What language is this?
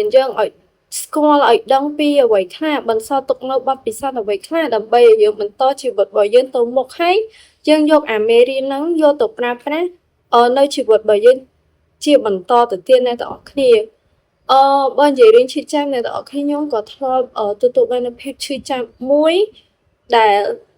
Khmer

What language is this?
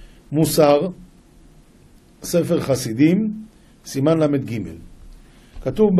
Hebrew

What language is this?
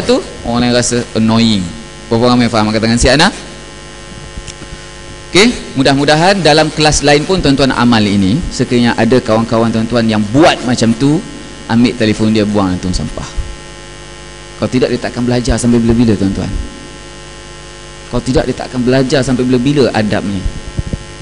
Malay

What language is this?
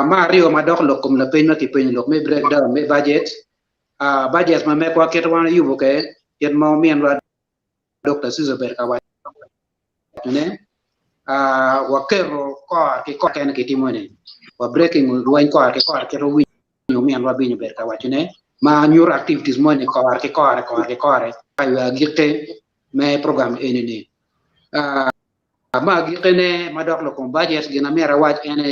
Acoli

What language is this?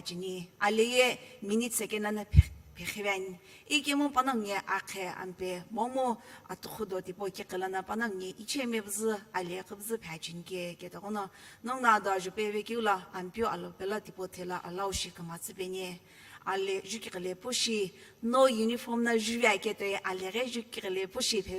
Sumi Naga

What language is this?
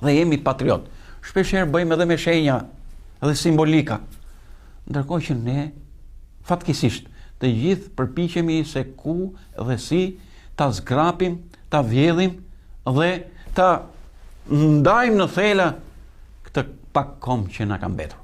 Albanian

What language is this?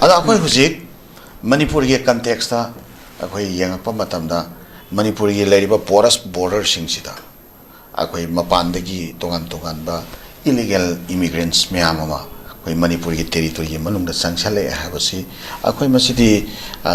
Manipuri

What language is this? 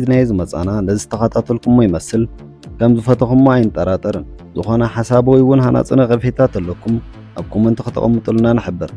Tigrinya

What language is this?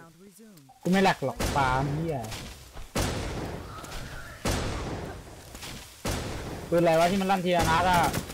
Thai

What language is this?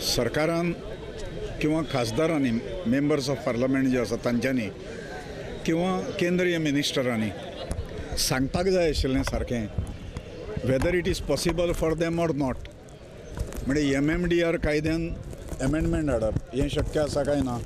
Konkani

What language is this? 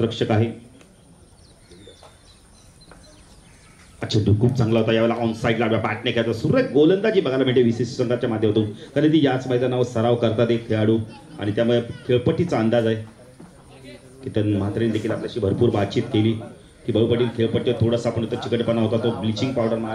Marathi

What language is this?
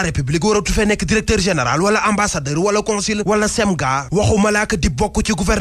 Wolof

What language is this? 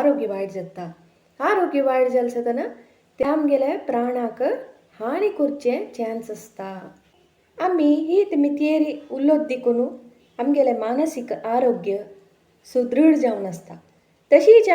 Konkani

